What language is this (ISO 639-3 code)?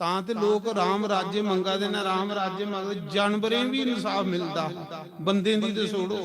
doi